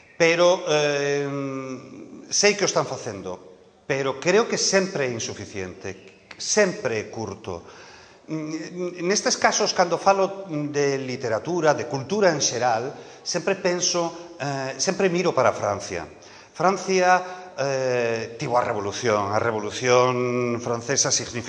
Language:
Galician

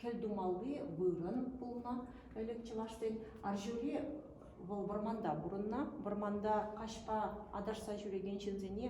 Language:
Chuvash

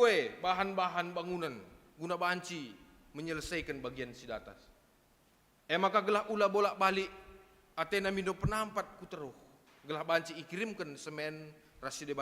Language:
Batak Karo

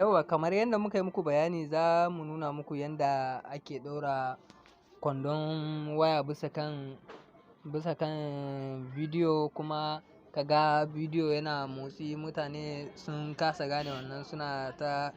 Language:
Hausa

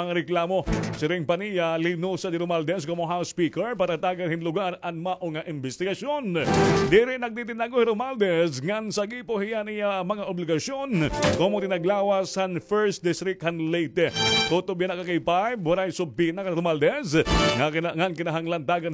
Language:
Waray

